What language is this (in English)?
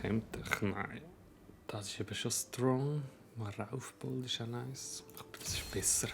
Swiss German